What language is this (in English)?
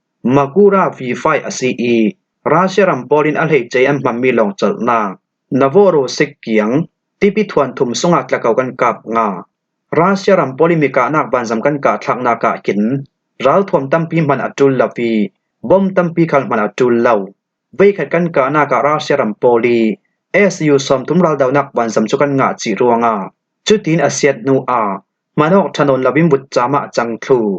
Falam Chin